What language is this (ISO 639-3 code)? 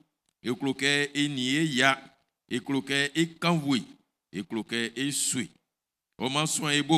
bci